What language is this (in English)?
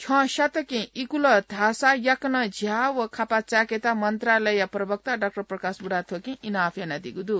Newari